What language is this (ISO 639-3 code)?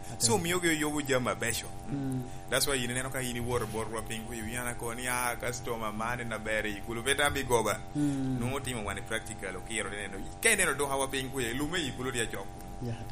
laj